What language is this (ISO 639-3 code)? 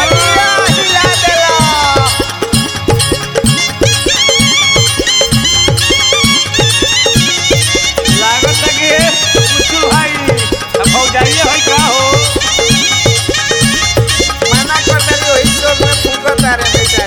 bho